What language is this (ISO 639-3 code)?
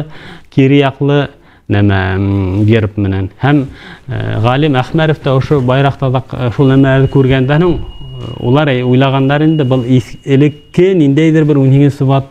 bak